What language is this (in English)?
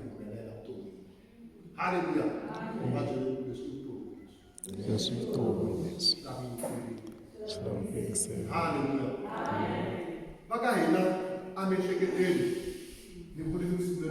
Tsonga